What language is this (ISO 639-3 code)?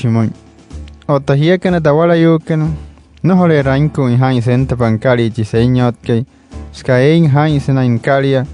guc